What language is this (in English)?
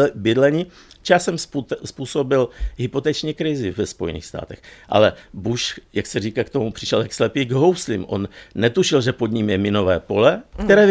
Czech